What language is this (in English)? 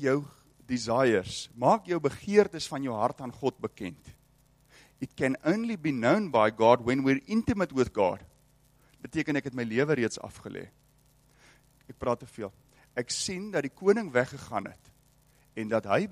Afrikaans